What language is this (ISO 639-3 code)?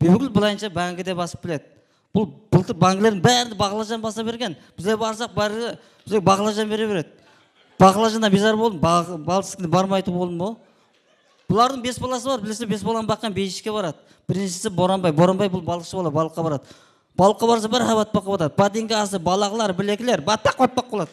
kaa